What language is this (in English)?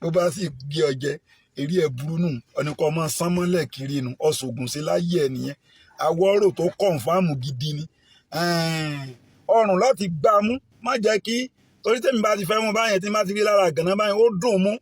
Yoruba